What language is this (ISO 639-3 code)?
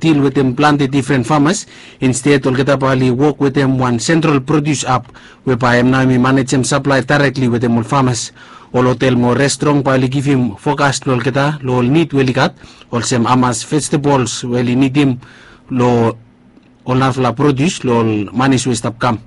bis